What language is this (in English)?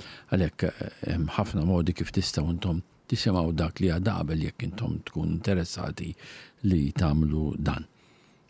Maltese